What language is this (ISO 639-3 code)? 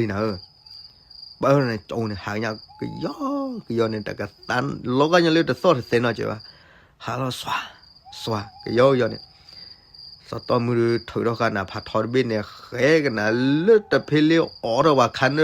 ksw